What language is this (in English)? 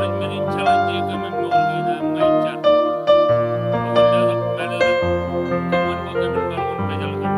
Marshallese